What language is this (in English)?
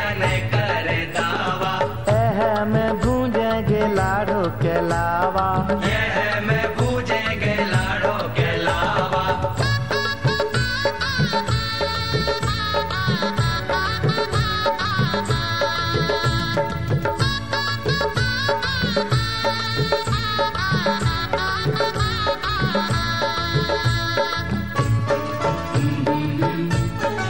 Bhojpuri